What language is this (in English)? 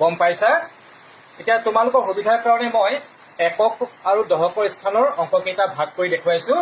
Assamese